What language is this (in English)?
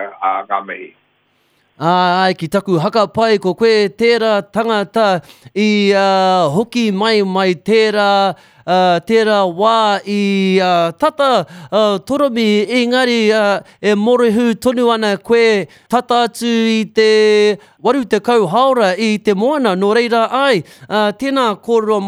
Māori